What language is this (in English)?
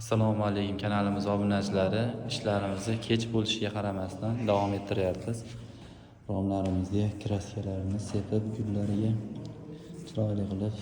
Uzbek